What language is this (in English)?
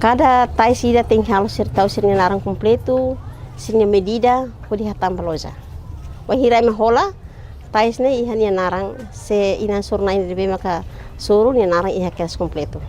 Tetum